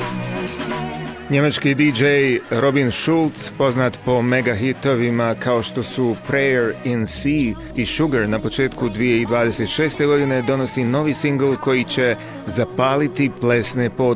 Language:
Croatian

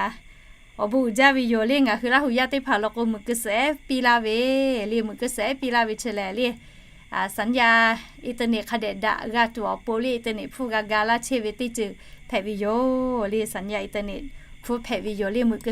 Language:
Lahu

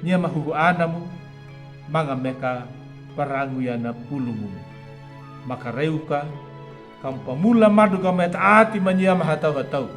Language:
Anakalangu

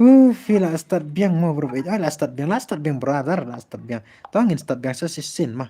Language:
Khasi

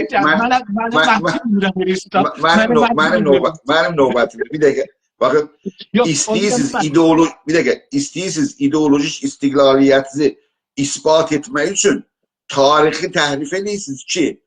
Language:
South Azerbaijani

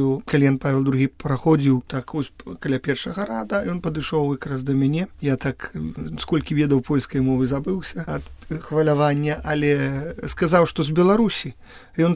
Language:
Belarusian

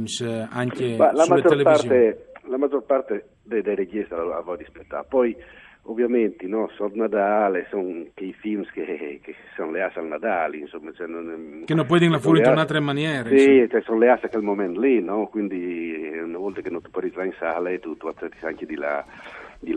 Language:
Friulian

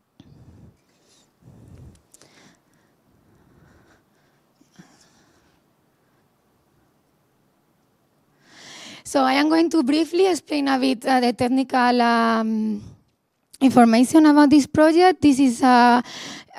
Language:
English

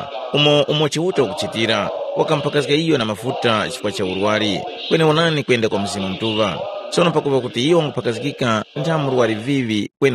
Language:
Tumbuka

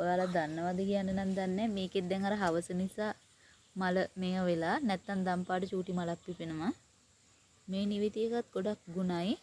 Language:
Sinhala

